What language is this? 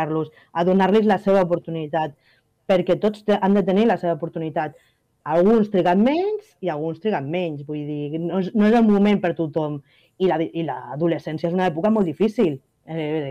Catalan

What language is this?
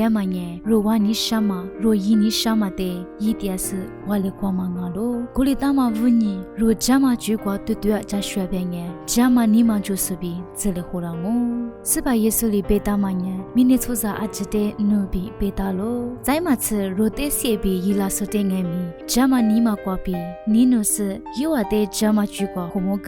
Lisu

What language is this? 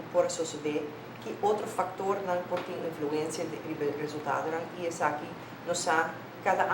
Papiamento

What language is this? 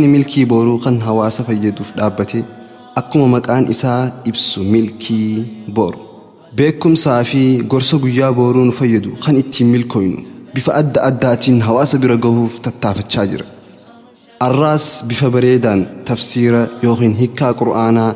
Oromo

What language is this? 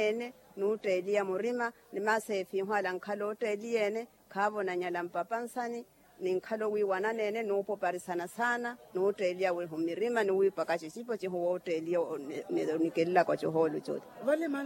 Makhuwa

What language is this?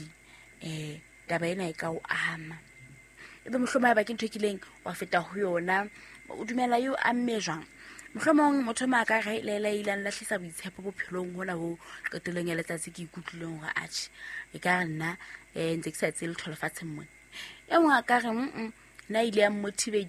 Southern Sotho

